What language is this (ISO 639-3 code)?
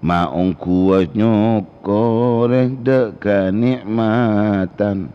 mad